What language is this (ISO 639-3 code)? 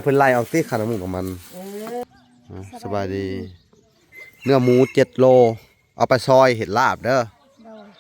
lao